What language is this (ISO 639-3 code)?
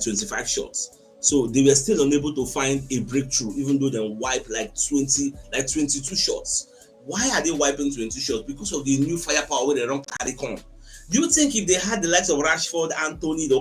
pcm